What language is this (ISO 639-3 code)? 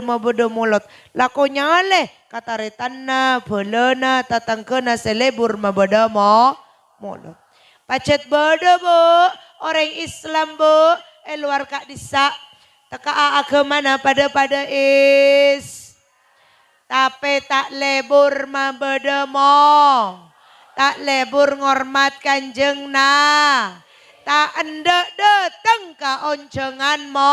mad